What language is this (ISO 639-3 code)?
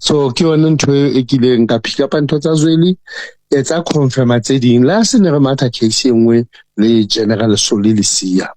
sot